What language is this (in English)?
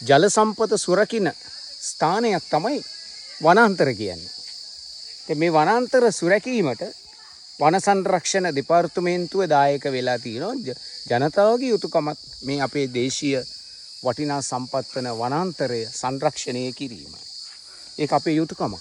Sinhala